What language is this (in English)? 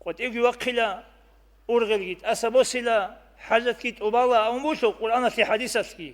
Avaric